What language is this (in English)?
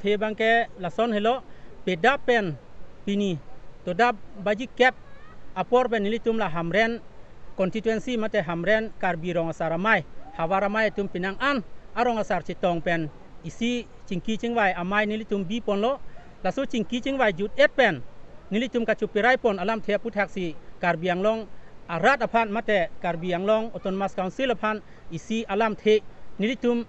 Karbi